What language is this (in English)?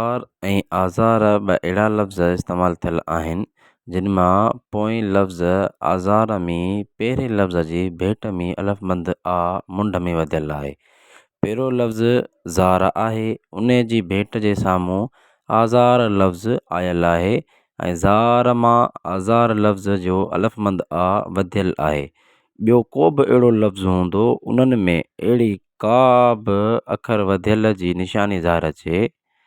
Sindhi